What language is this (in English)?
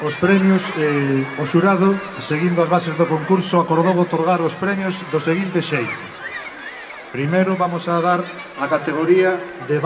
Galician